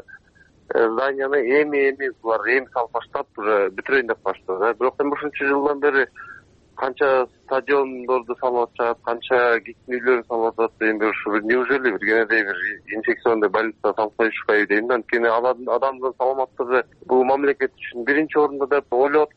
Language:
Kyrgyz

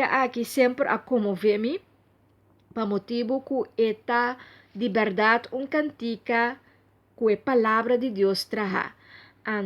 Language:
Papiamento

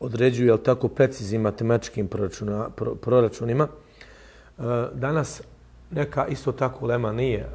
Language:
Bosnian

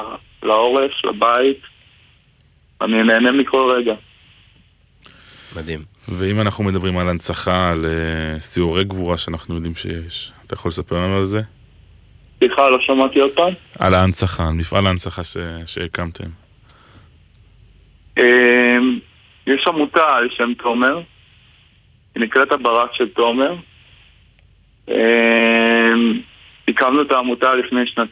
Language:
Hebrew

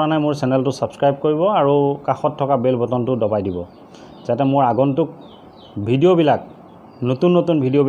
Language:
Assamese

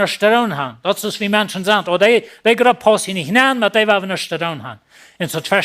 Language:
Plautdietsch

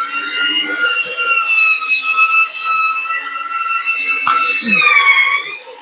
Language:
Northeastern Thai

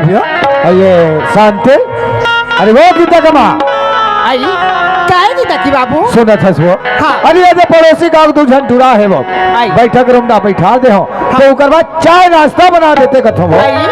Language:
Chhattisgarhi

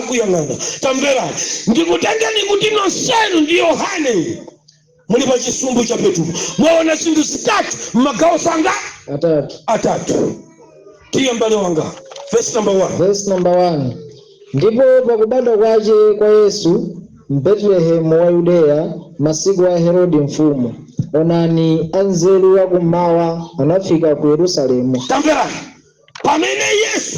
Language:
Nyanja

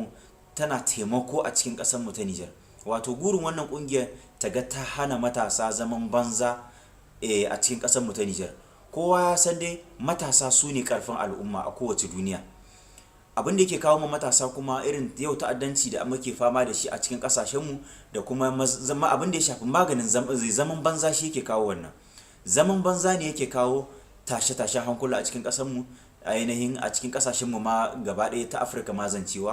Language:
Hausa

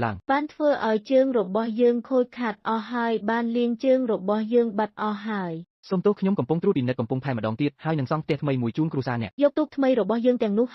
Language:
Khmer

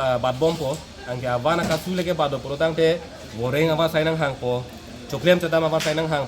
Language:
Karbi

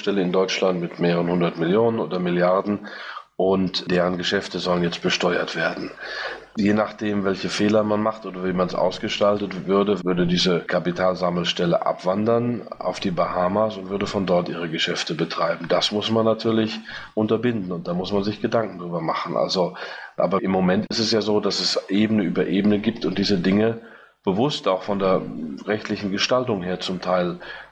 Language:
German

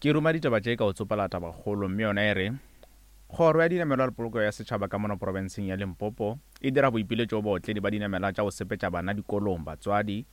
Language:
Northern Sotho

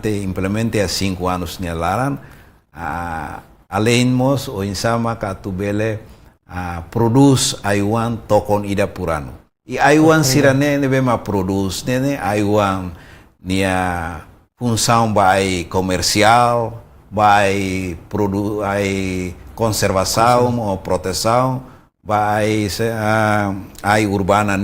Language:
Tetum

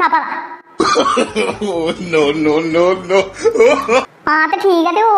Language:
Dogri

